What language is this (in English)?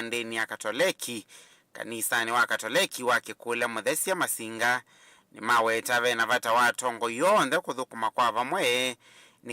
Kamba